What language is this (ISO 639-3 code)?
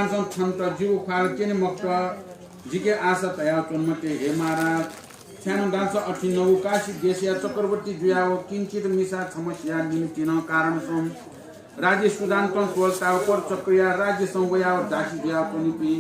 new